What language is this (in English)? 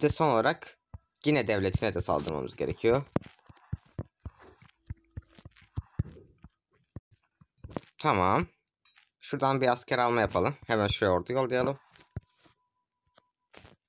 Turkish